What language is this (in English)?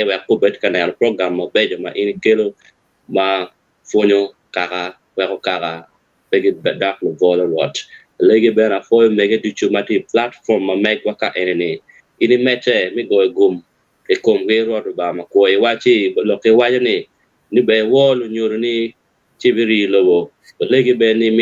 Acoli